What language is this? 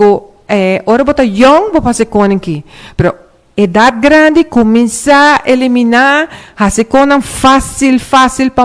Papiamento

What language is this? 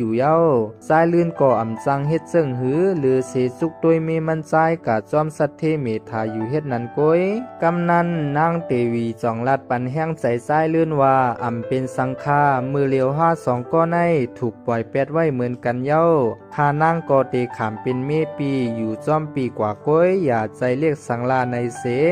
Shan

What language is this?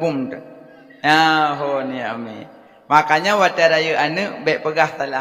Achinese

